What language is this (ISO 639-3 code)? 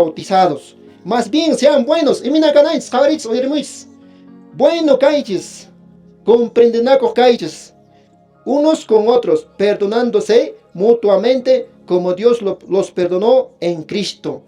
que